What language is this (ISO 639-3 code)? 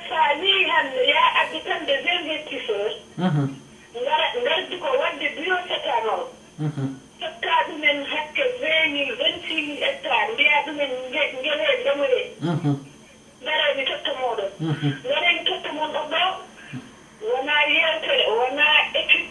ful